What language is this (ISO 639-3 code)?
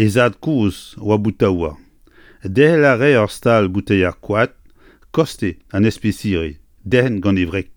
bre